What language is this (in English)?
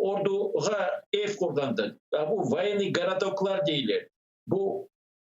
Crimean Tatar